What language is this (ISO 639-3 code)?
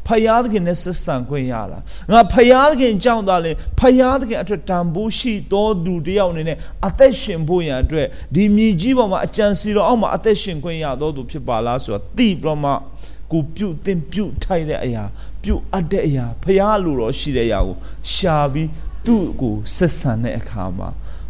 mya